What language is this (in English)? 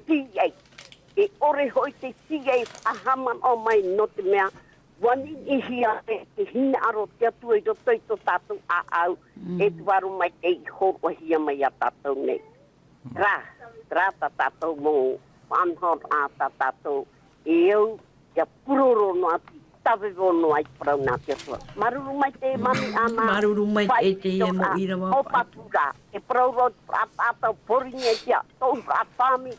Tahitian